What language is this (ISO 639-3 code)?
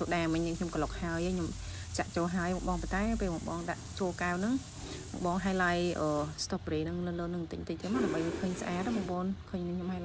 khm